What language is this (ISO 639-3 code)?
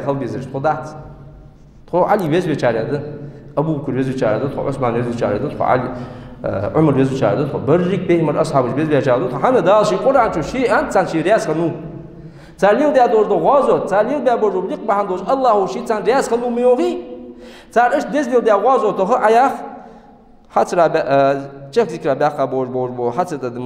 inh